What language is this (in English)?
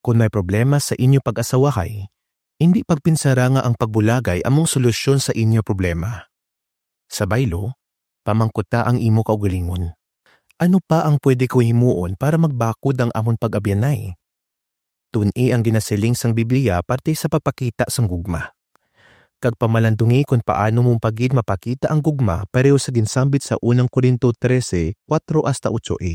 Hiligaynon